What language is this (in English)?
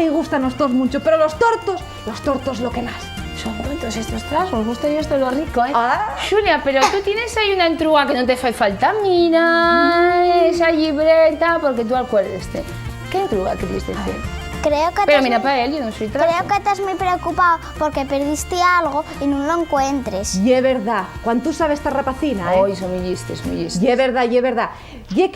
Asturian